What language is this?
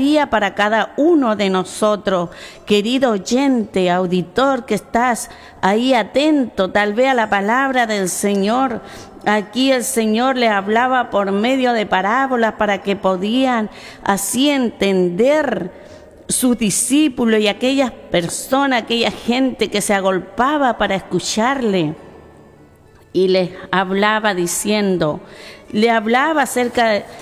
Spanish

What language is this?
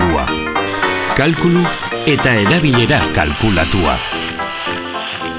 Basque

